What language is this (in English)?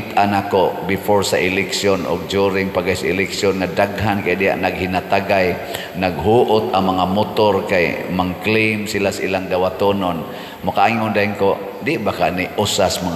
Cebuano